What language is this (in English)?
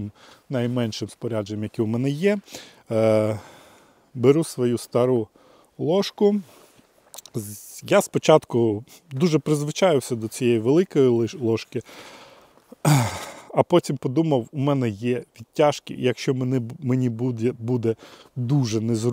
Ukrainian